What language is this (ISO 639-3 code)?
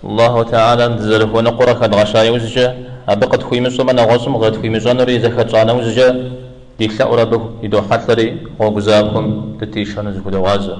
kbd